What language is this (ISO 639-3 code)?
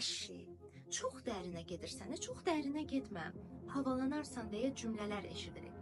aze